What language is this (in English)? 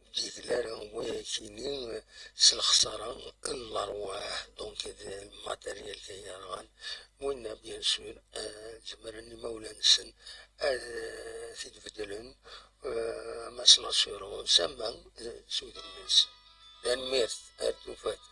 Kabyle